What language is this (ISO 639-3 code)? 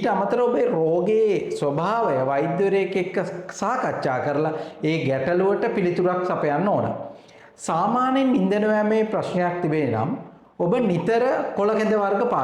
sin